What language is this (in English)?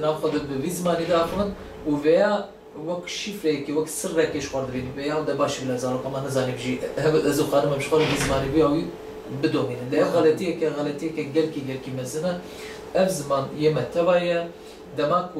Kurdish